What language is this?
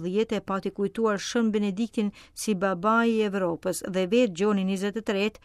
Albanian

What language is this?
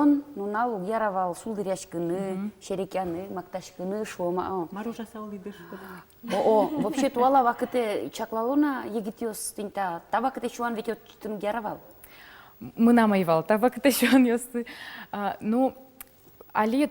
Udmurt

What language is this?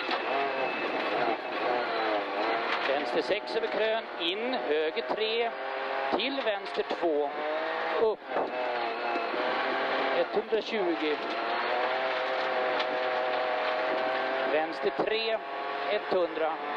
Swedish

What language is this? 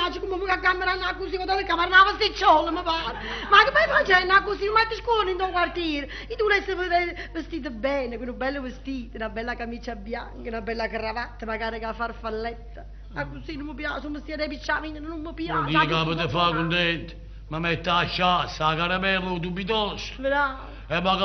Neapolitan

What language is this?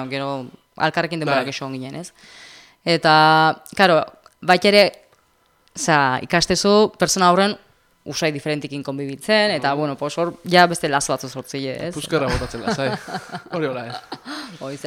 Basque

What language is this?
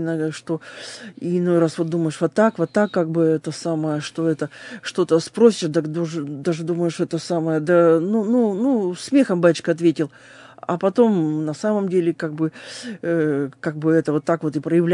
Russian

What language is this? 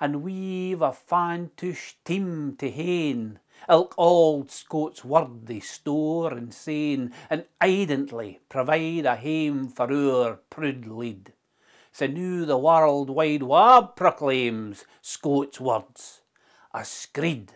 Scots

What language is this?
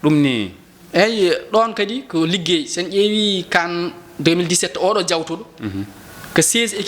Fula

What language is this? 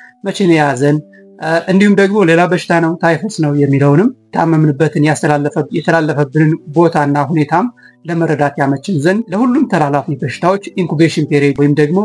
Amharic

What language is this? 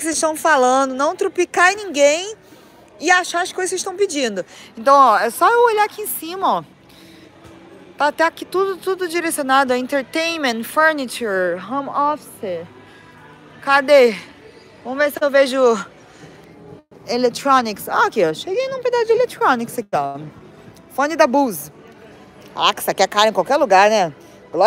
Portuguese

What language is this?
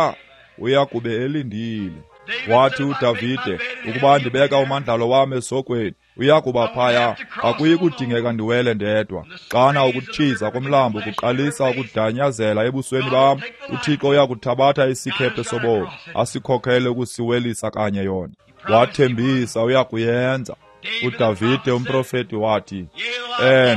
Xhosa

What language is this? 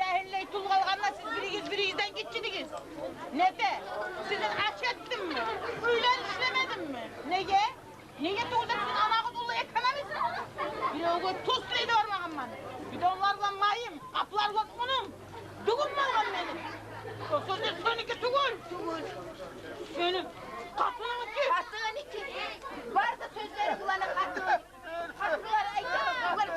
Kumyk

